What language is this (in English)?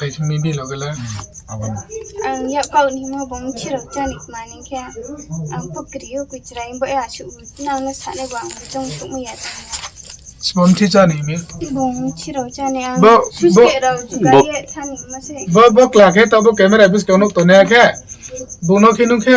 Riang (India)